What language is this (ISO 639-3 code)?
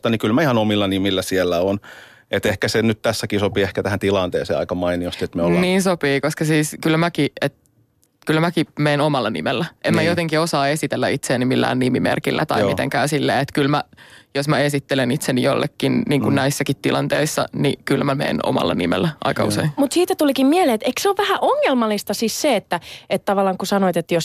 fin